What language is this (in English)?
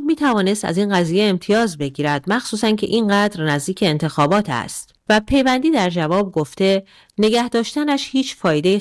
Persian